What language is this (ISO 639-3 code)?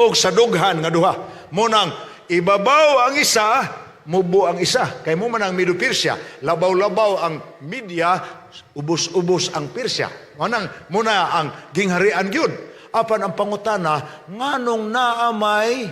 ceb